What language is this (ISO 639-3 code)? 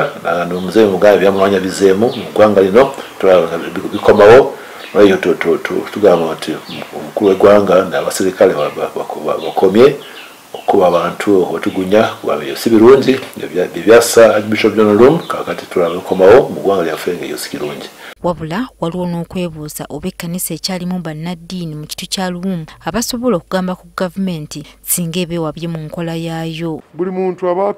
lug